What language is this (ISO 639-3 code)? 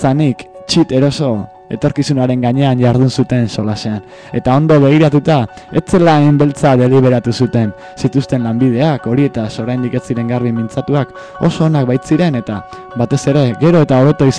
eus